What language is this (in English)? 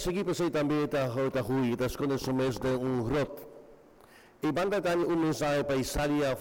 Papiamento